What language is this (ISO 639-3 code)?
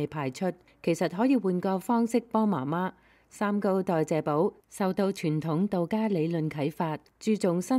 yue